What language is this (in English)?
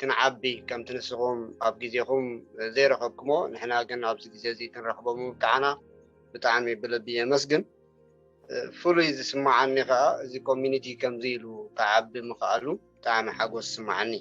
Tigrinya